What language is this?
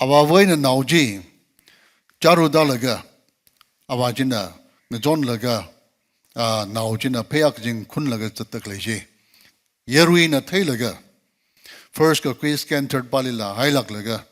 Tangkhul Naga (India)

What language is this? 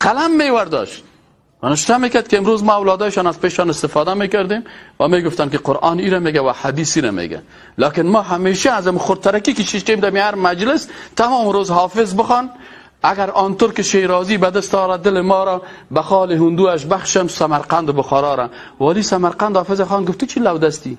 Persian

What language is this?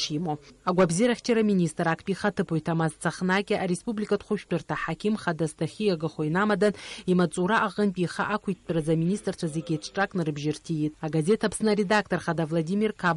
Abkhazian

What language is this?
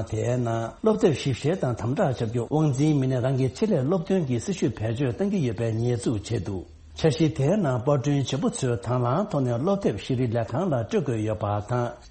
Tibetan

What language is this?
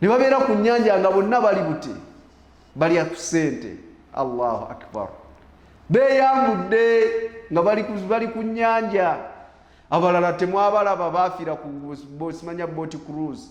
Ganda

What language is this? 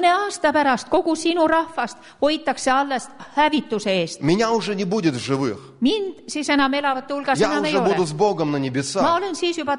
Estonian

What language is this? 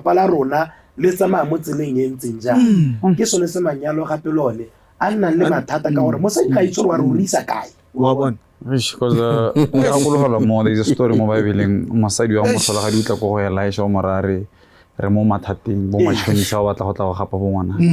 Tswana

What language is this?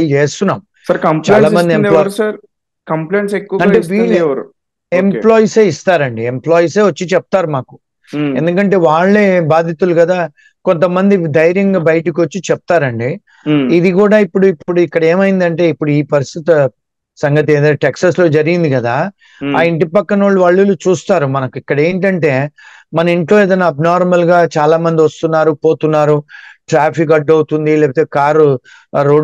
Telugu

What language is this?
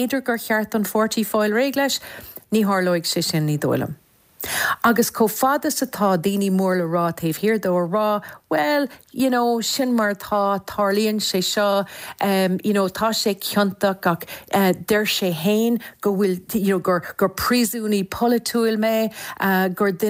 Irish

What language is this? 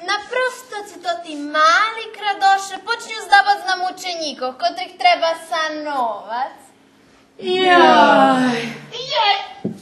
Rusyn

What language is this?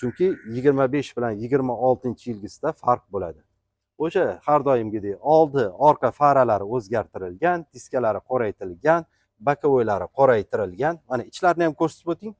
Uzbek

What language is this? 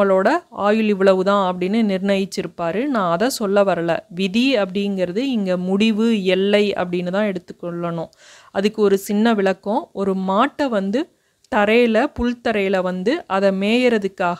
Tamil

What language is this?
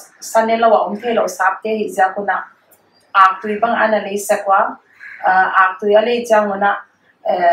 Paite Chin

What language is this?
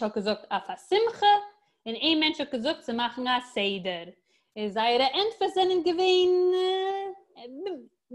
Yiddish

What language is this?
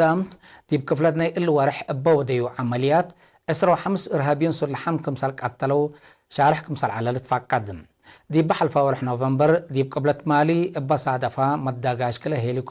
Tigre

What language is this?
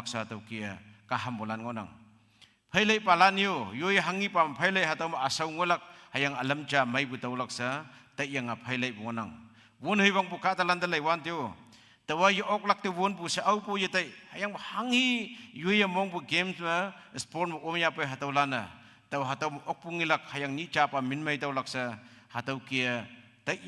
Konyak Naga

